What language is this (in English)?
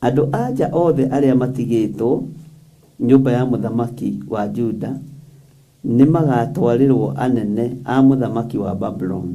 Kikuyu